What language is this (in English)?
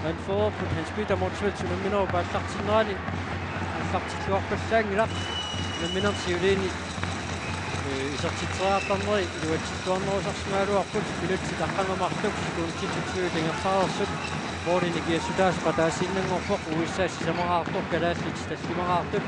Kalaallisut